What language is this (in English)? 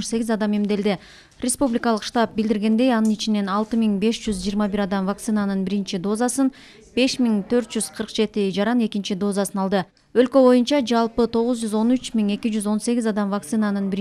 Kyrgyz